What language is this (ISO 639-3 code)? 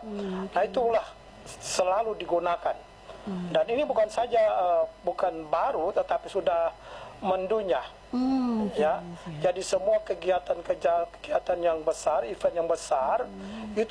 ind